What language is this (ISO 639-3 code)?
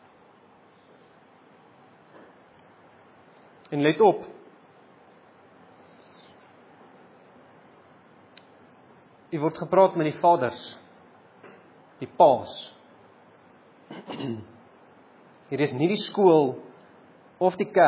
afr